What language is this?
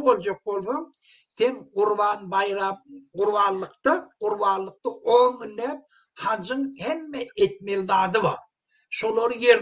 Turkmen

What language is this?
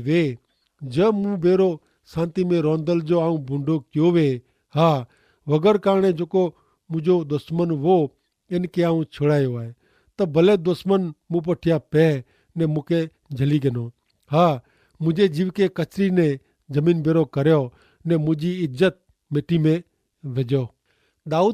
Kachhi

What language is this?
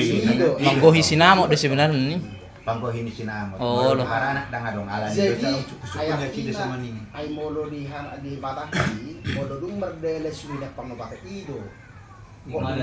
Batak Toba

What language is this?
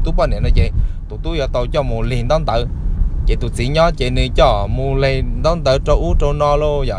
Hmong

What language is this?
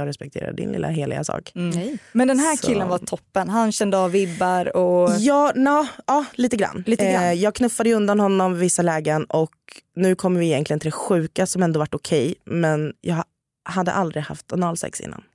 Swedish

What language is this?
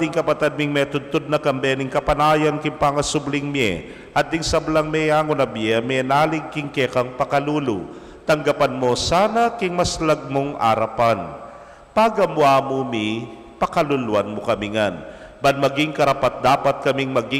Pampanga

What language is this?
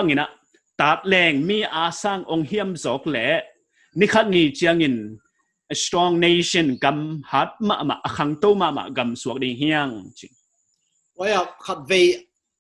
Paite Chin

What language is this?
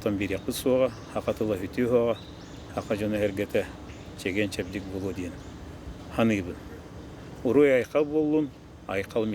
Yakut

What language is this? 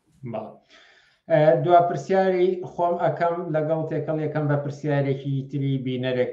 Central Kurdish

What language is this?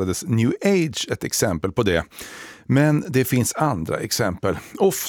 Swedish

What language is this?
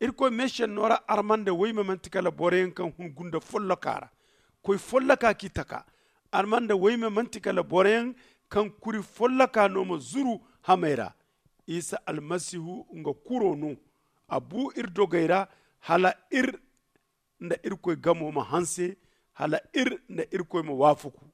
Zarma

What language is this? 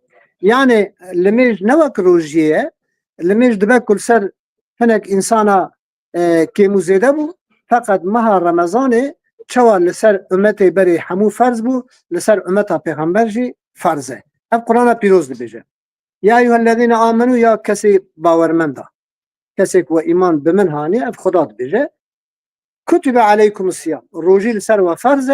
Kurdish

